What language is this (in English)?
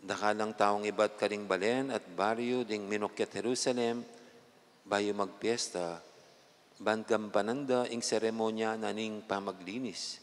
Pampanga